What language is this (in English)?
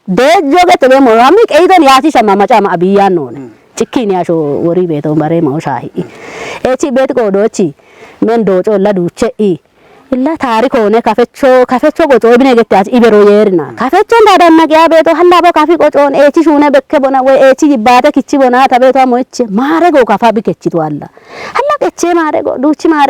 Kafa